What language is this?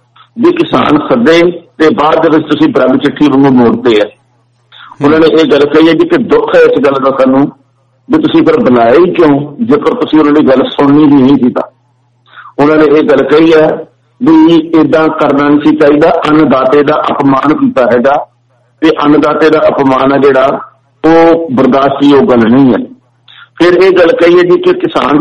Punjabi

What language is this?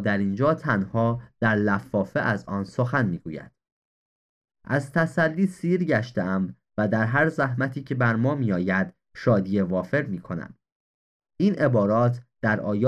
Persian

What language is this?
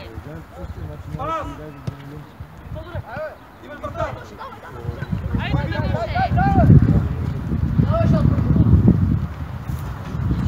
Bulgarian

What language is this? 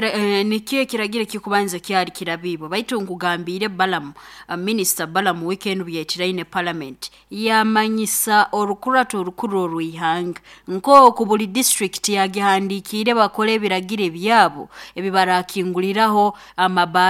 Nyoro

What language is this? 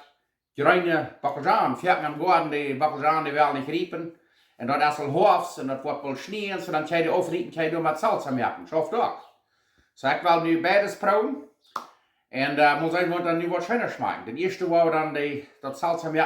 Plautdietsch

